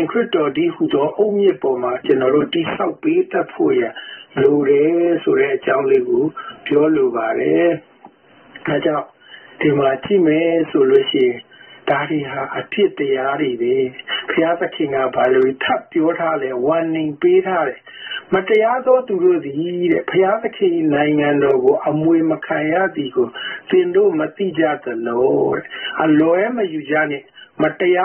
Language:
Burmese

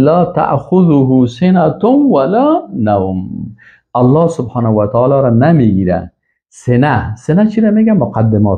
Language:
Persian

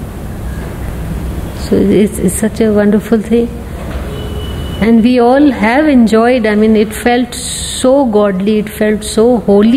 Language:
English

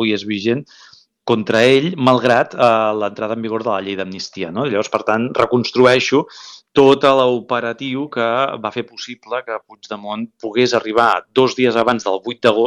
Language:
Catalan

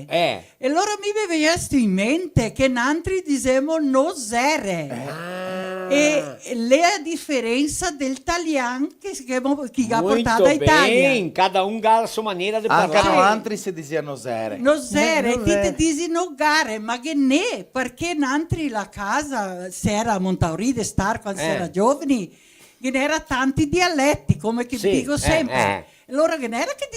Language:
Venetian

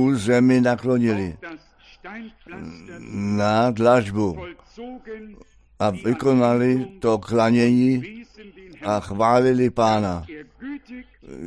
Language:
Czech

